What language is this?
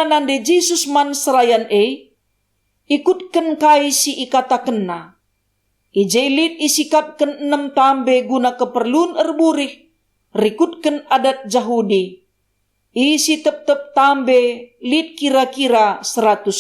Batak Karo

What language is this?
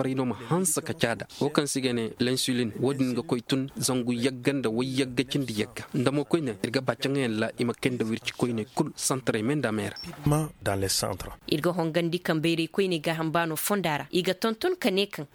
Koyraboro Senni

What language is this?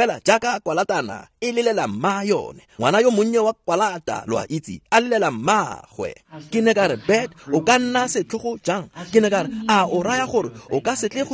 Tswana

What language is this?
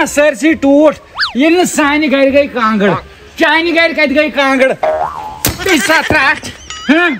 Kashmiri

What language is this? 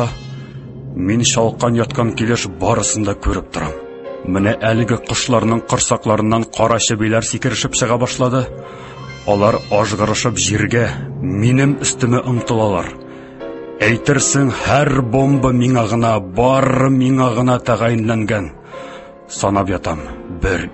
Tatar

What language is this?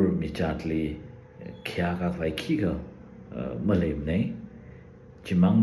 Tangkhul Naga (India)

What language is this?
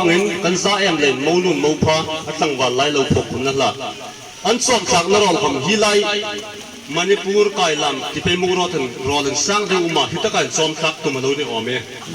Hmar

